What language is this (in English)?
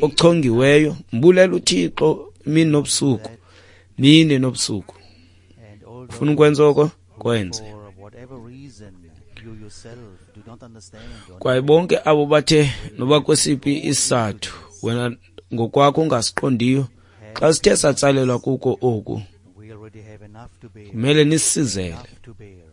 Xhosa